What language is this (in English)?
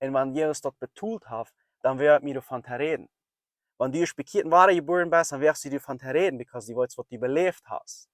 Plautdietsch